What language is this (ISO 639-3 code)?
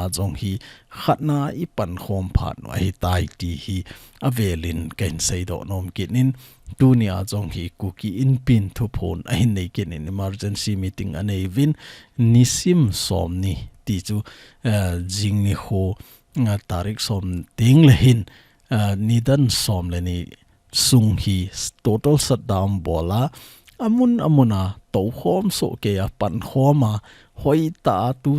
tcz